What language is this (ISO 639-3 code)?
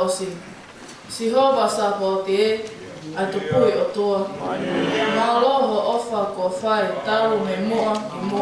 ton